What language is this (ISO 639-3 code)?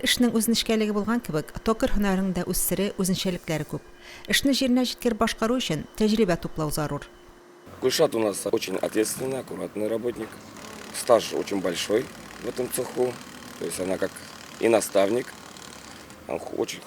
tat